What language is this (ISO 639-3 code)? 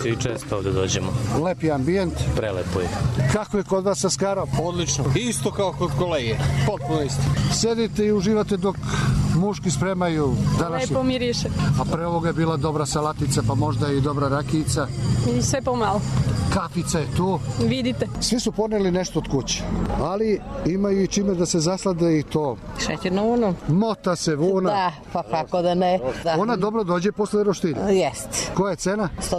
srp